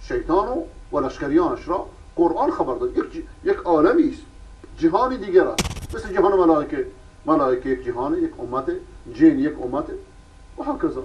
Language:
Persian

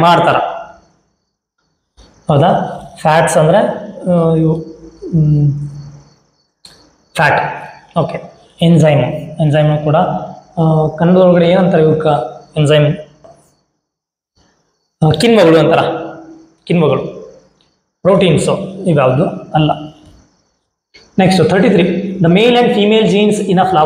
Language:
Kannada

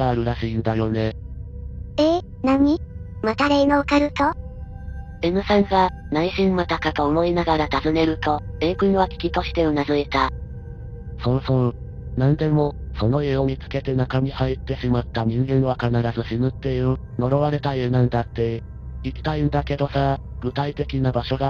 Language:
Japanese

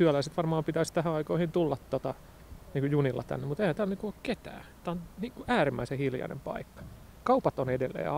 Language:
Finnish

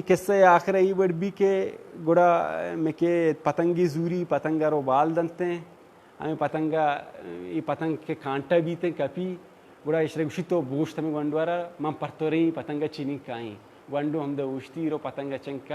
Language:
Baluchi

